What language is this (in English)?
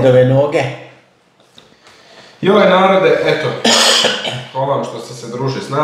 Croatian